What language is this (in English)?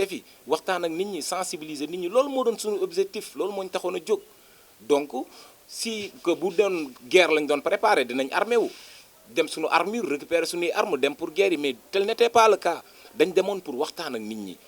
Wolof